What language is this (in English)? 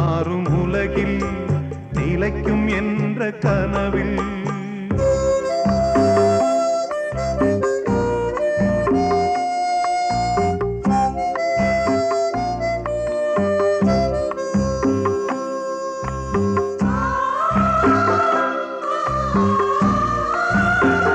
Tamil